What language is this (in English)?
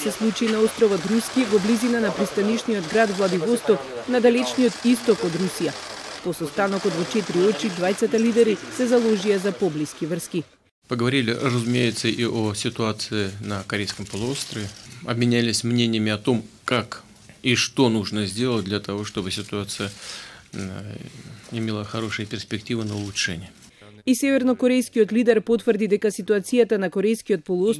Macedonian